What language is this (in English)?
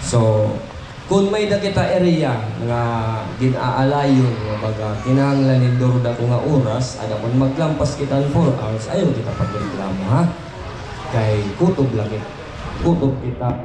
Waray